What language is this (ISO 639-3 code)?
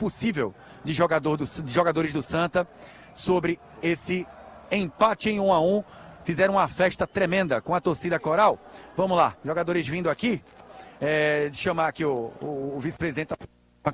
por